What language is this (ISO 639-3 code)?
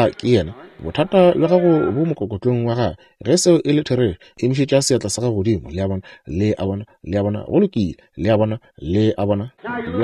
nso